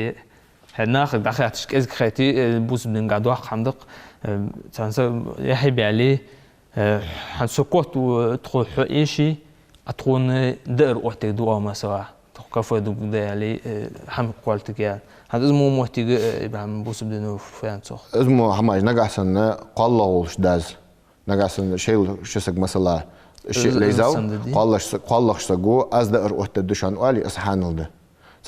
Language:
Ingush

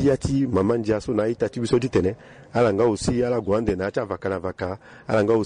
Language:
Sango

